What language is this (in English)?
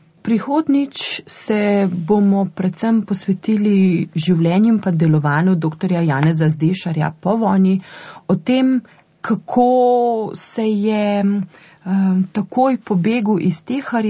Slovenian